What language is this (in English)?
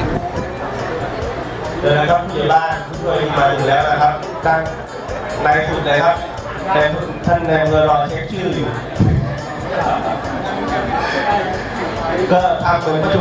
Thai